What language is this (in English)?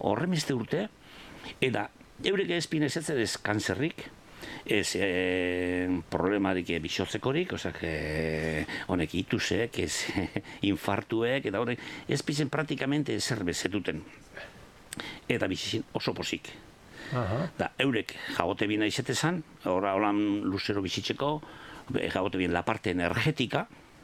Basque